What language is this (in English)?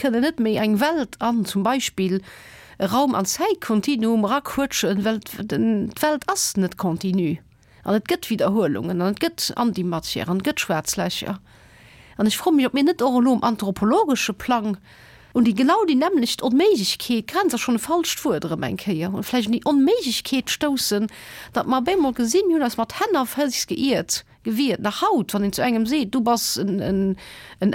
Luxembourgish